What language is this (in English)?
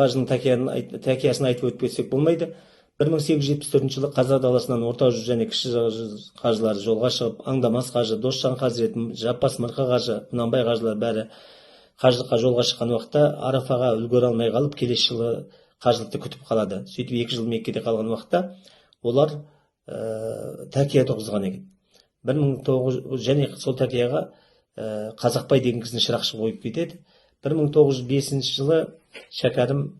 Kazakh